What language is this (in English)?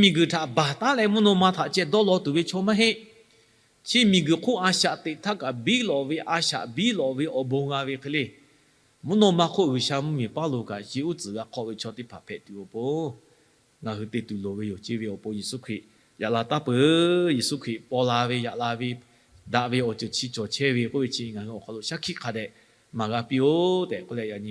Lahu